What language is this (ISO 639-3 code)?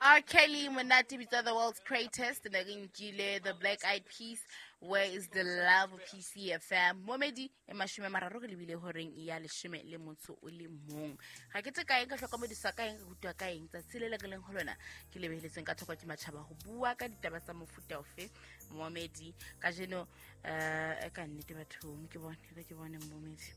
sot